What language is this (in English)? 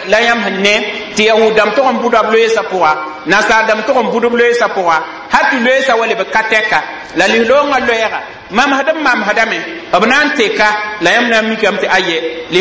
Mossi